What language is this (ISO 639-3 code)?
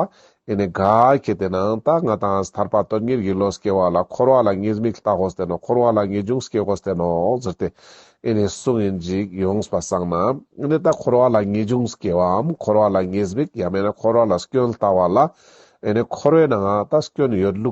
lbj